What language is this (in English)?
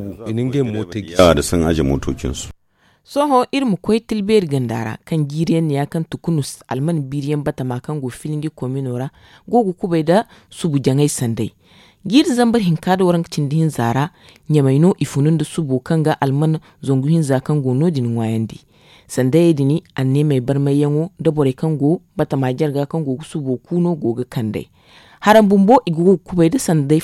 Zarma